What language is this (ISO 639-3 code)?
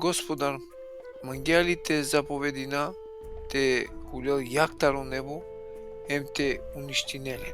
rmn